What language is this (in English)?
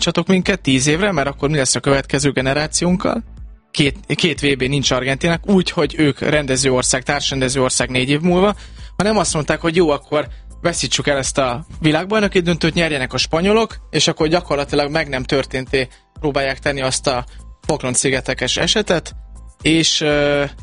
Hungarian